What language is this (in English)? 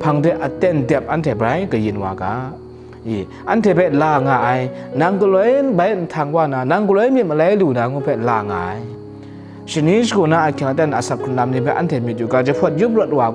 Kachin